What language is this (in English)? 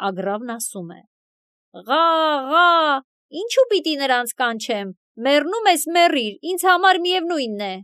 Armenian